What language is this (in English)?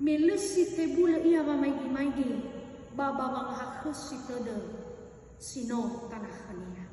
Nias